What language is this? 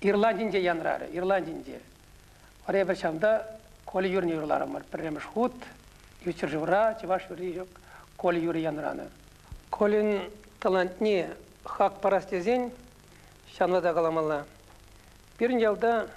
Chuvash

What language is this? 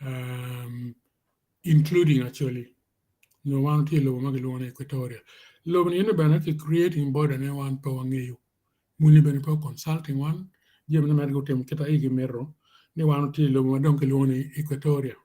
Acoli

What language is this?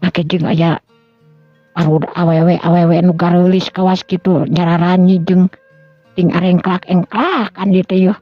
Sundanese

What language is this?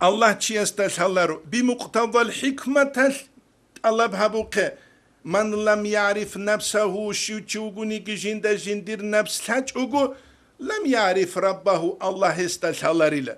Avaric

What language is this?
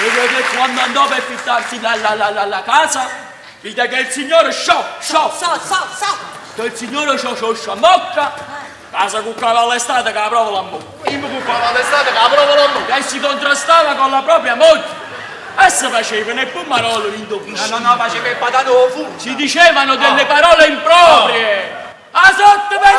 Neapolitan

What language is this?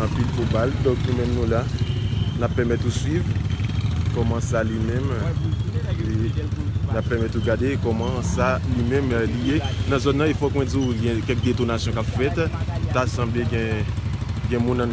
Haitian Creole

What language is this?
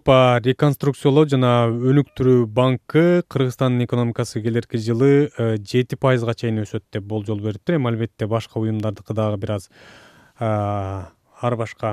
Kyrgyz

